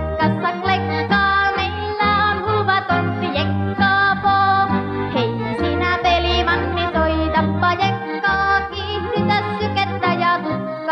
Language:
Finnish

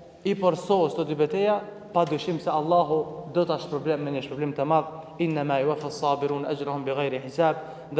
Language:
Albanian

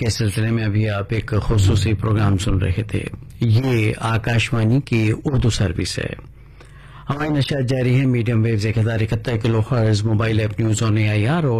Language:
Urdu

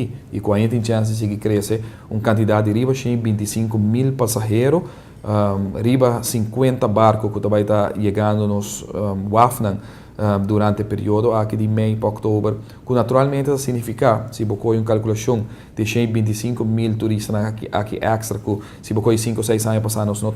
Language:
Papiamento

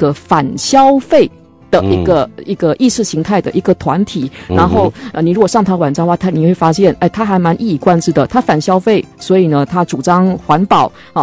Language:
Chinese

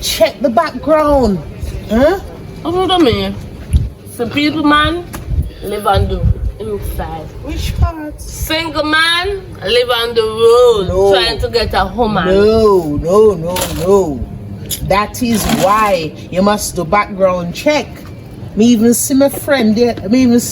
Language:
Jamaican Creole English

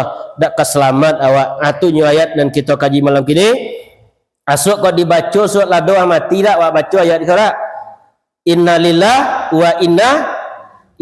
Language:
Minangkabau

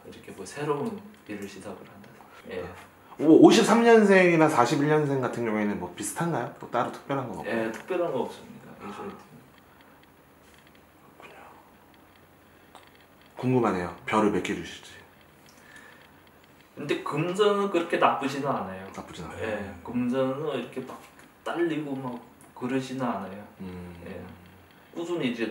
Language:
Korean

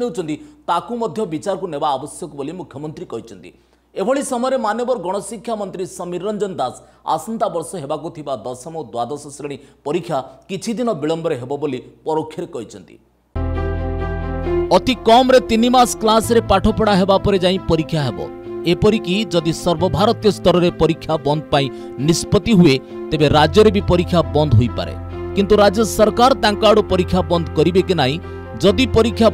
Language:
Odia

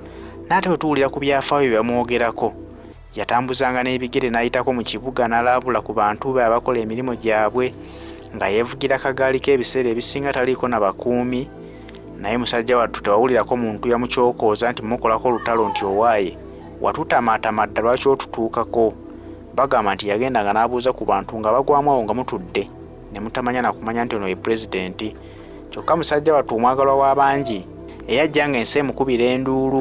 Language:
Ganda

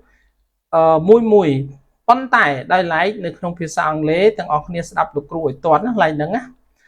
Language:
Khmer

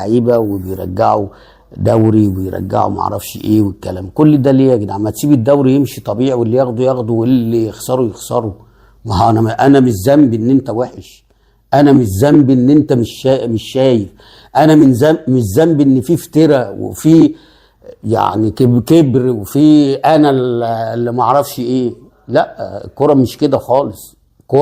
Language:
Egyptian Arabic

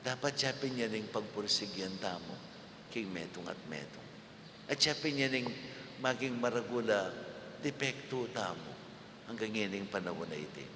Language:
Pampanga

